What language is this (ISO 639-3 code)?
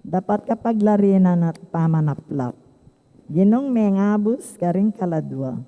pam